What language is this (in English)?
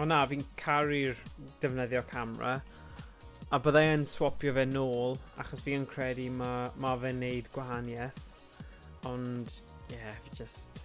Welsh